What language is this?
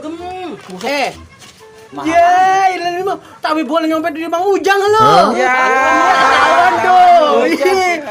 Betawi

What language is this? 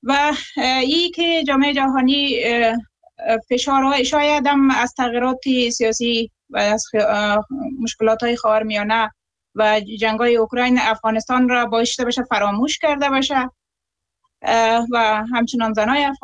Persian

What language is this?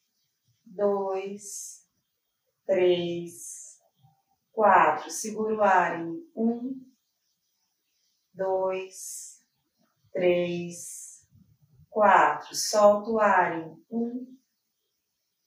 Portuguese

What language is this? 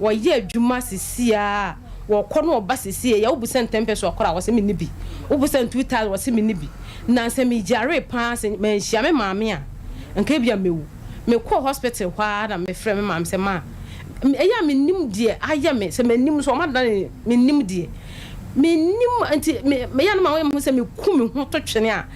Akan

